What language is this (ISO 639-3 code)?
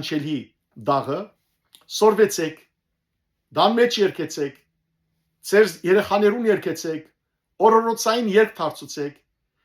hyw